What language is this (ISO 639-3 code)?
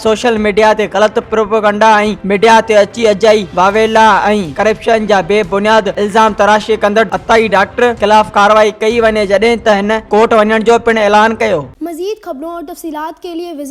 snd